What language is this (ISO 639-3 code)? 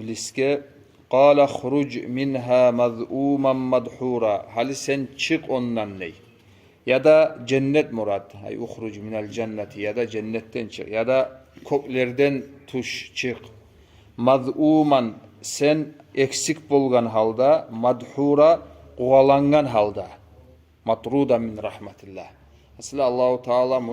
kum